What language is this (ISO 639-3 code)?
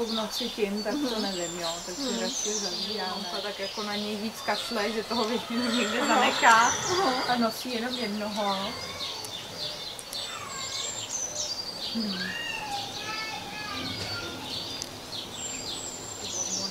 ces